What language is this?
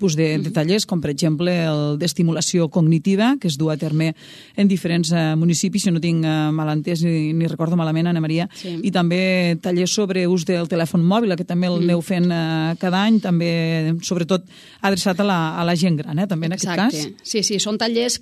Catalan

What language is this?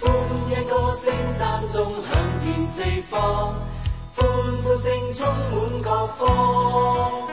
Cantonese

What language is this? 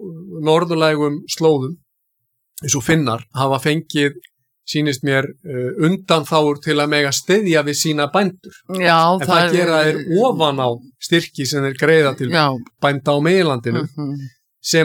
Icelandic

